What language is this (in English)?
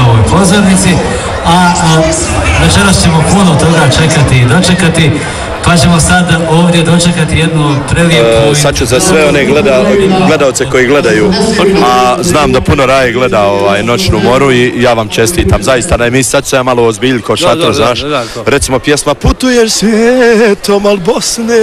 Croatian